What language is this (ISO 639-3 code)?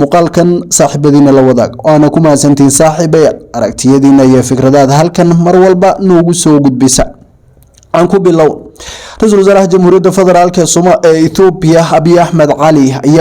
som